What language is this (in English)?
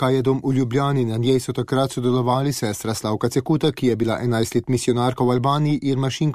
Slovenian